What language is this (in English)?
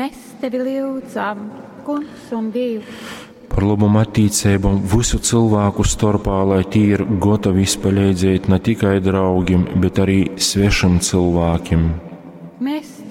Latgalian